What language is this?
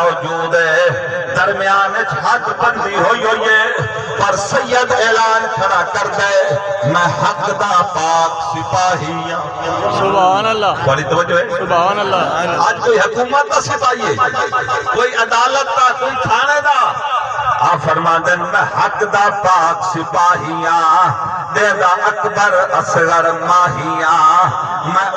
Saraiki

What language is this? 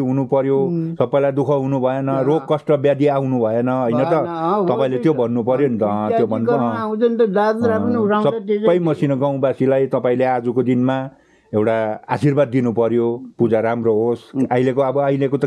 Nepali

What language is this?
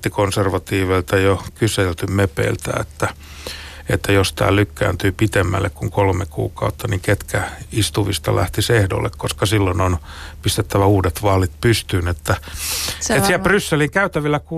Finnish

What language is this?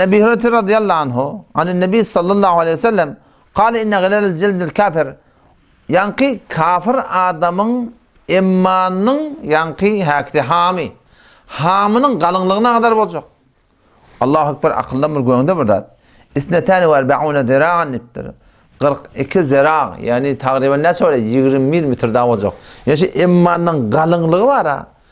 Turkmen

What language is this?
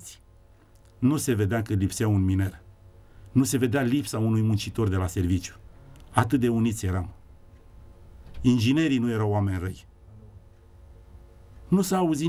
Romanian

